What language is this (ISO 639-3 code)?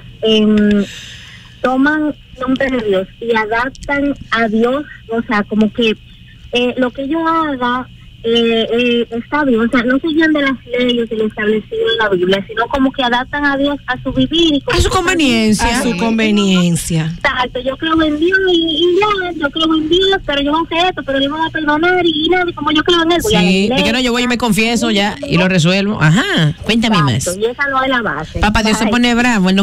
spa